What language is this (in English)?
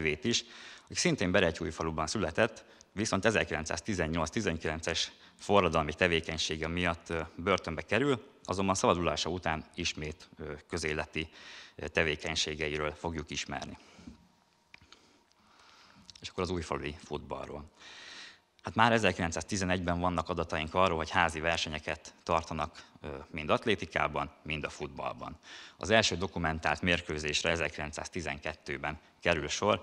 Hungarian